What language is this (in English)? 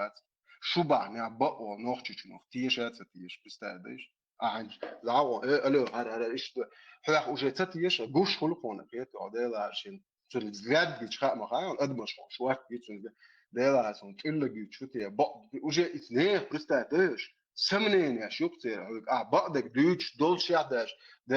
Chechen